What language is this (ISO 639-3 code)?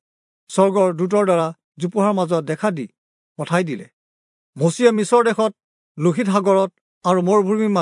asm